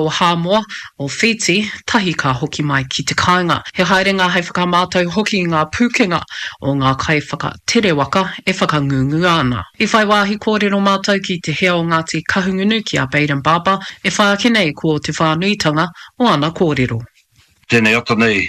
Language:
Māori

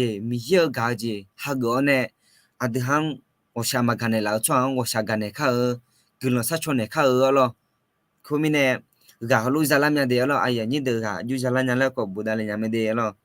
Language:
Akha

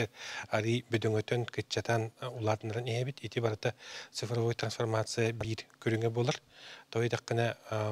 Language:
Yakut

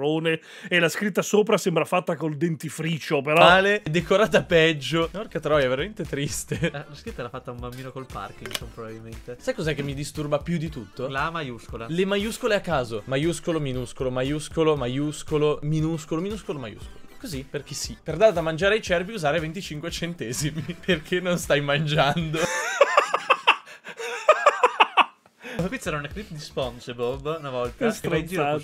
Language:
Italian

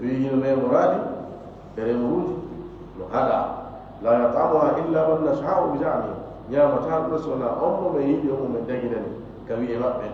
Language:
Fula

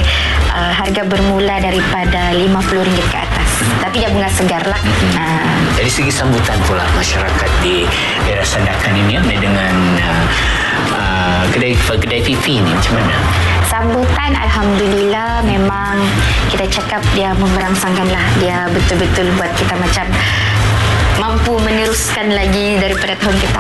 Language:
Malay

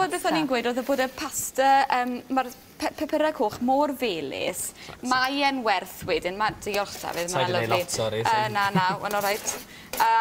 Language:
Welsh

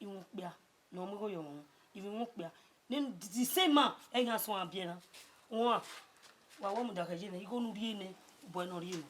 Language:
Bini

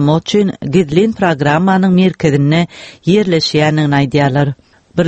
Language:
Turkmen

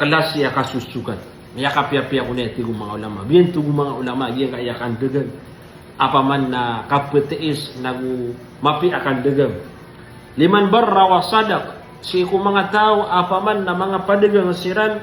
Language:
Maranao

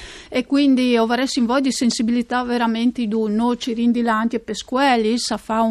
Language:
Friulian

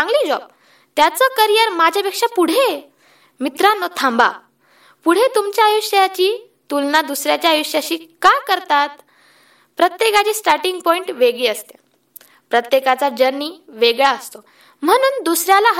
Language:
Marathi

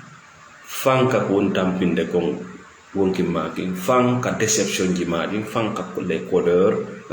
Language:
Fula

